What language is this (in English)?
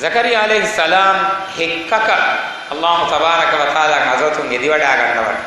Divehi